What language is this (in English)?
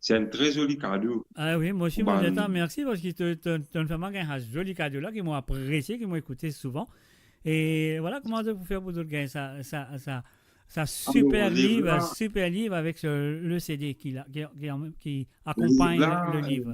Morisyen